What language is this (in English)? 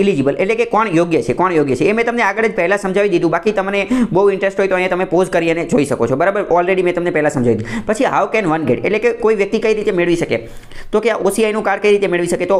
Gujarati